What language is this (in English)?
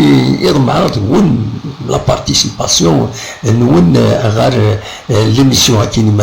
Kabyle